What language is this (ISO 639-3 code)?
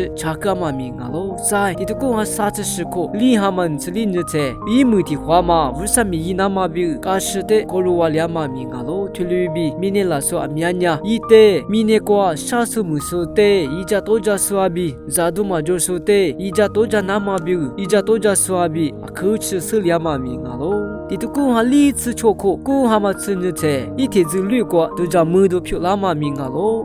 lis